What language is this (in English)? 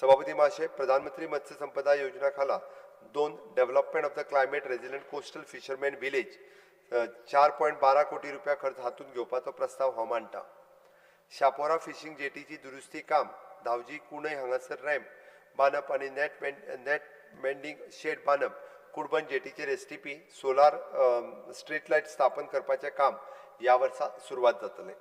Konkani